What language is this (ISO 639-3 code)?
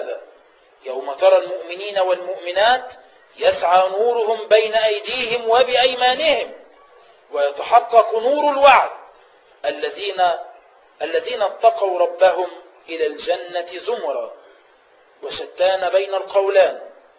ara